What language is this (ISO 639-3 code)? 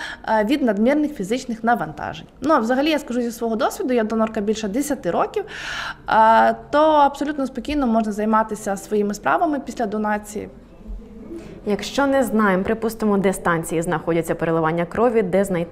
ukr